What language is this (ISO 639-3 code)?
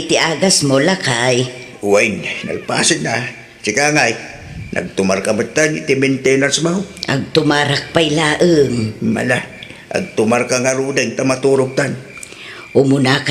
ilo